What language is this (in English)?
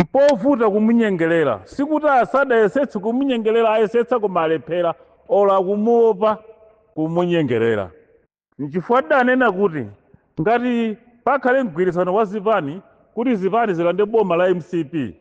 Nyanja